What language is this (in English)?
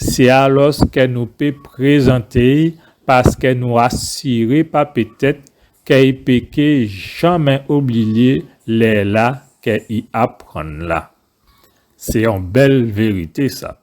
Guadeloupean Creole French